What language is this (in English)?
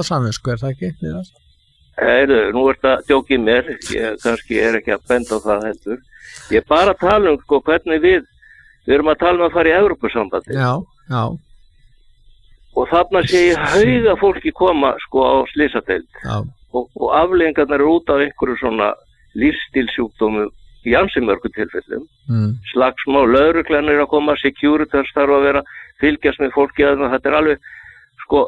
Icelandic